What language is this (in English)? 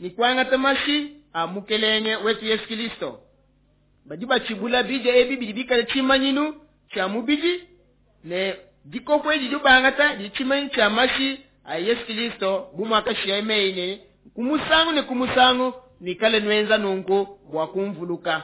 Luba-Lulua